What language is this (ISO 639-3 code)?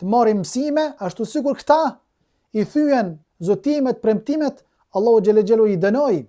sqi